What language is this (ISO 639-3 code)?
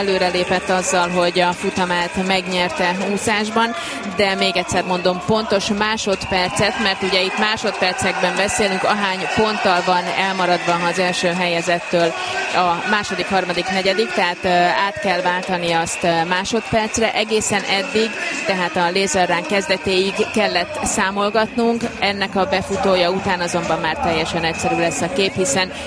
hun